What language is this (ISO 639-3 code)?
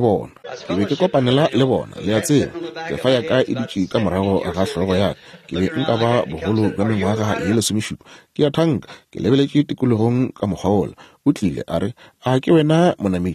nso